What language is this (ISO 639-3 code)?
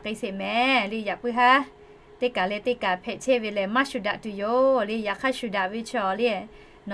lhu